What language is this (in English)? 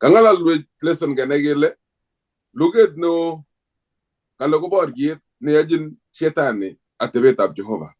Kalenjin